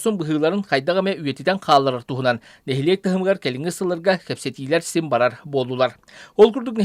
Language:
Yakut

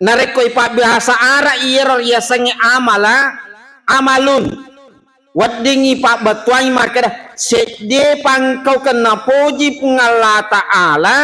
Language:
Buginese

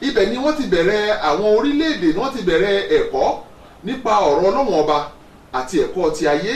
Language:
Yoruba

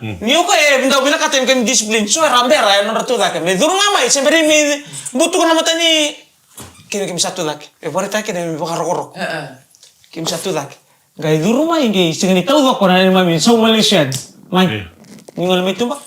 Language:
Fijian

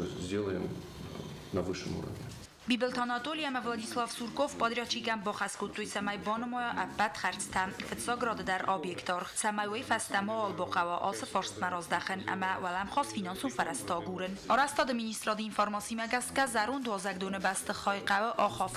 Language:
Ossetic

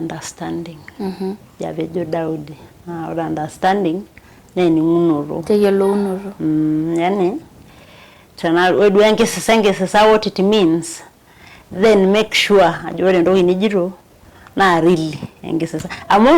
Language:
Masai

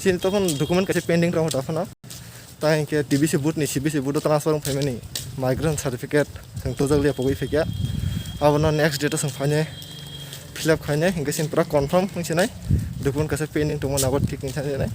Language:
Kok Borok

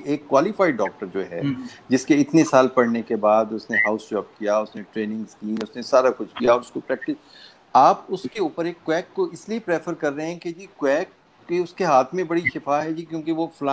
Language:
Urdu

